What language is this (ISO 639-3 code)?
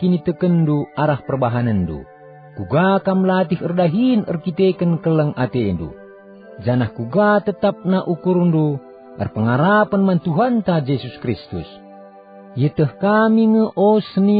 btx